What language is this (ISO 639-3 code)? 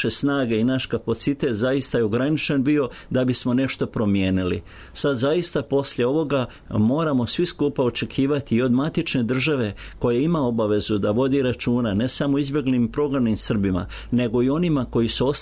hrv